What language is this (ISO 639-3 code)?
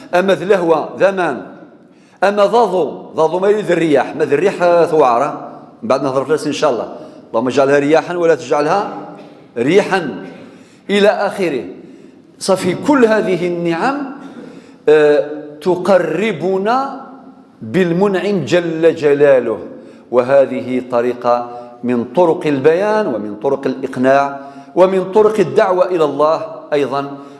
kab